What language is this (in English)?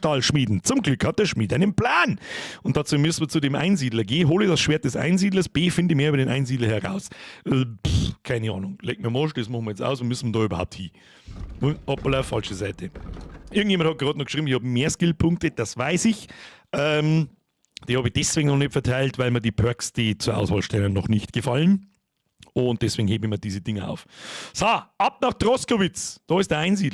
Bavarian